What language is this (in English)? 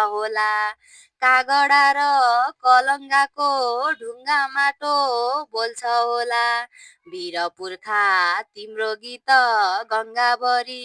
Nepali